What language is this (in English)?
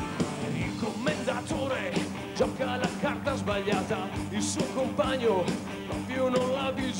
Italian